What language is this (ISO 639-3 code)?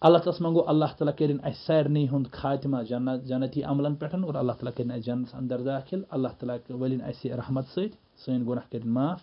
kas